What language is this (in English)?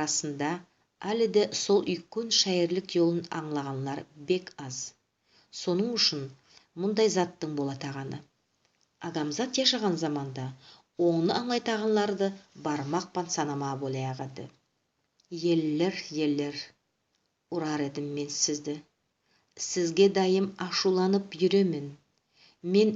Nogai